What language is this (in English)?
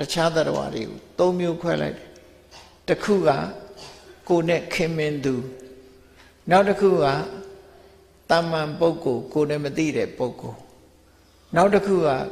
Burmese